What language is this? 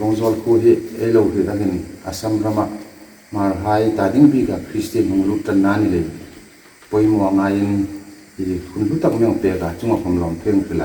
Hmar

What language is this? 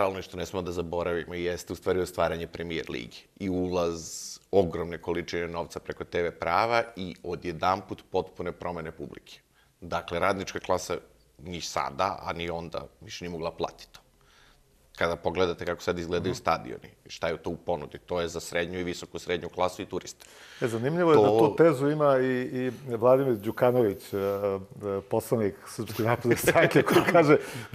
Serbian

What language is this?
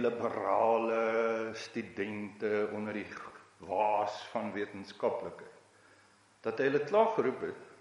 Afrikaans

